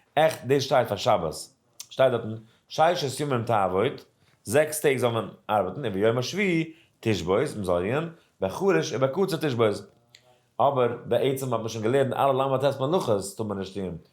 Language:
Yiddish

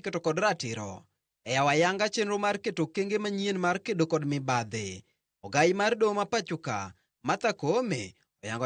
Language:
Luo (Kenya and Tanzania)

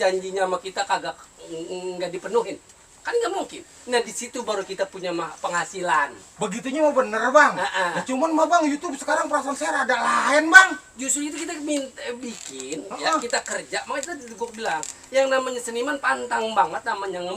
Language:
Betawi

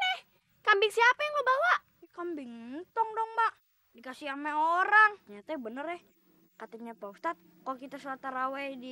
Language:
Betawi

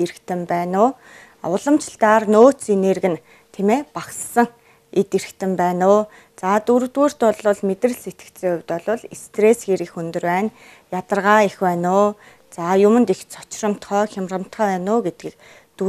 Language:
Mongolian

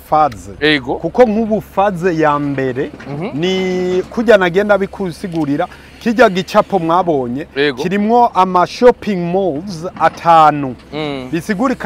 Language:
Rundi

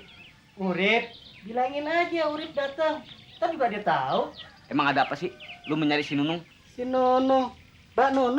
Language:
Betawi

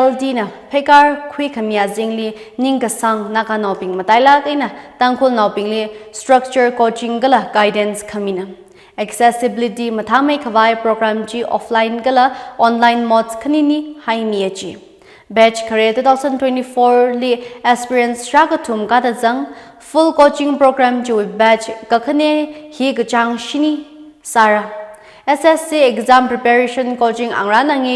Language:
Tangkhul Naga (India)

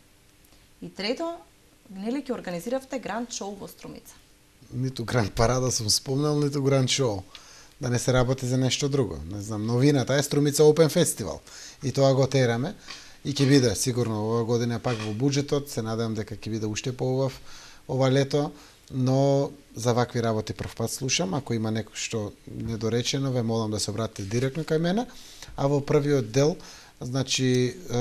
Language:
Macedonian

